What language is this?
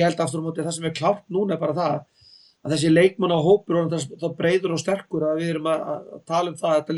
Icelandic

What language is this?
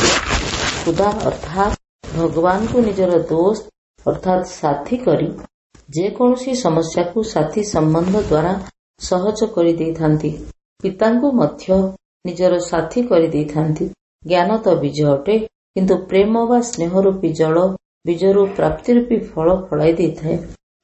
Odia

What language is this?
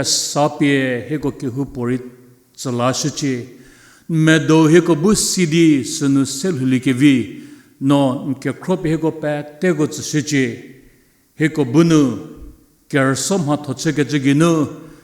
Angami Naga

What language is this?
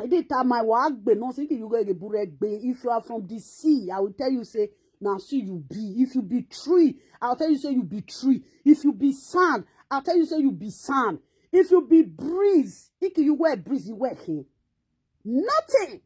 Nigerian Pidgin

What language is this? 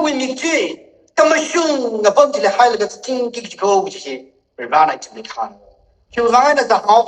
Tangkhul Naga (India)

